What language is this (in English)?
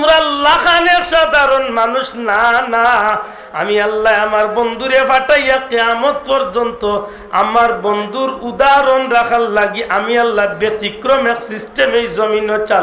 Sylheti